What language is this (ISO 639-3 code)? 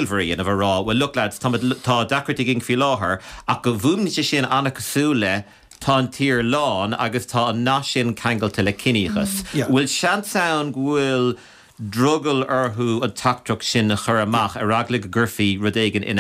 gle